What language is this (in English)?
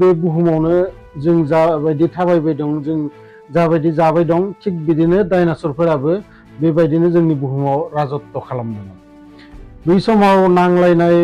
Bodo